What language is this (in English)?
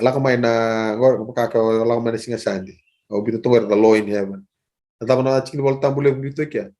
Fijian